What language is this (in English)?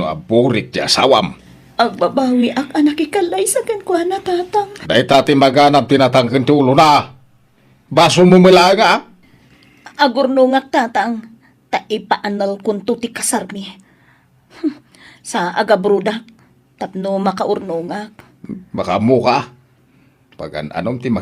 Iloko